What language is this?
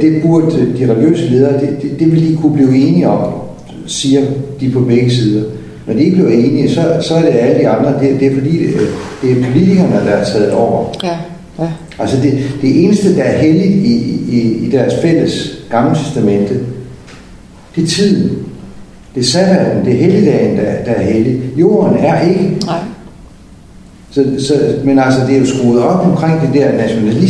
Danish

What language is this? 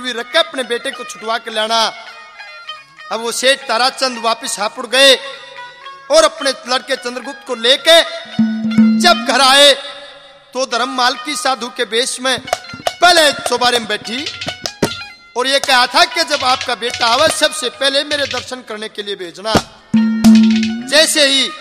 Hindi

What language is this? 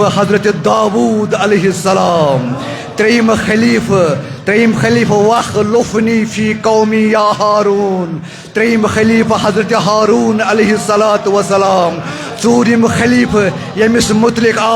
Kashmiri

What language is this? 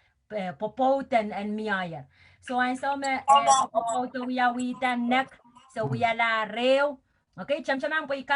Pohnpeian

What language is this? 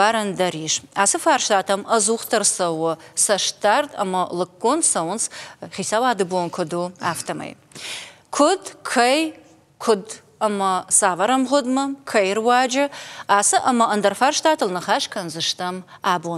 Ossetic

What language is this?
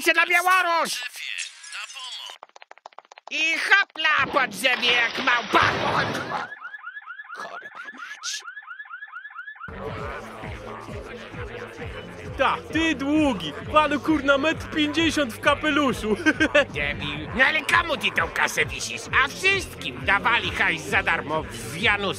Polish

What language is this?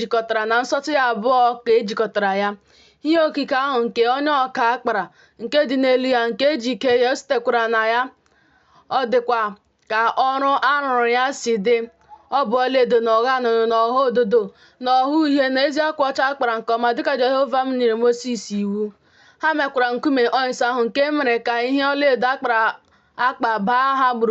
Igbo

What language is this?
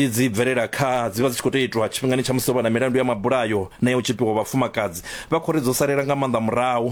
Venda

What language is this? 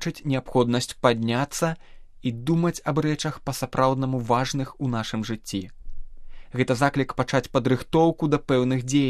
Belarusian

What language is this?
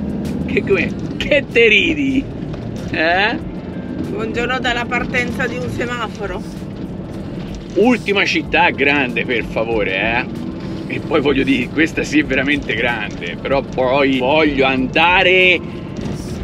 Italian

